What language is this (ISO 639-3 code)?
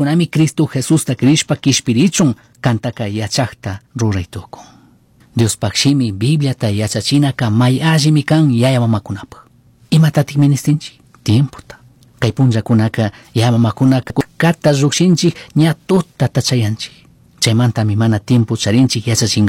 qug